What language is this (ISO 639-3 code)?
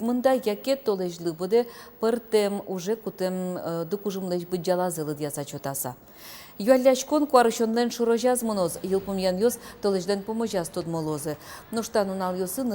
udm